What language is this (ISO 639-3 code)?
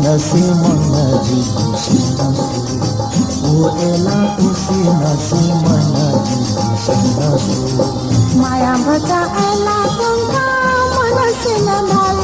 new